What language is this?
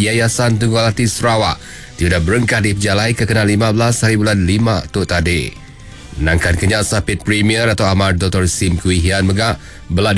Iban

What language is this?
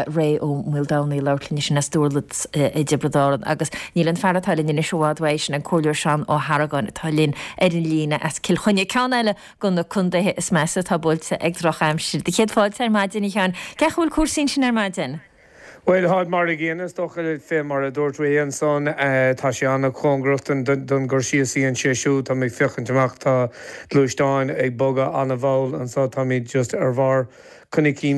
Irish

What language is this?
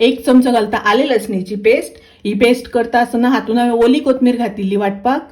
Konkani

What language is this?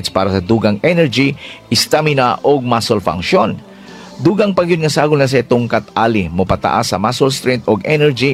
Cebuano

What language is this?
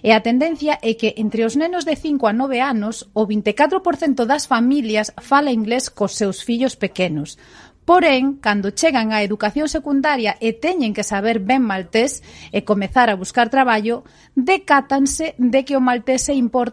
Galician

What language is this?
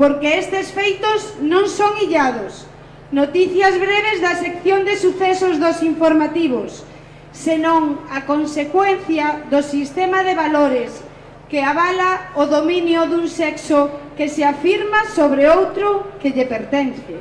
Galician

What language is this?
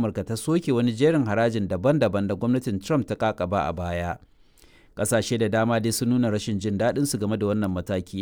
Hausa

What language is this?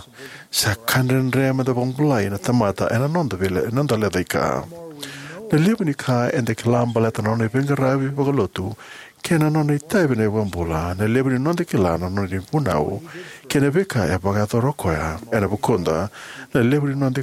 Fijian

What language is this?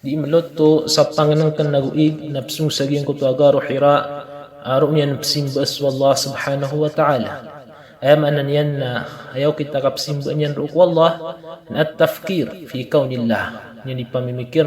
Maranao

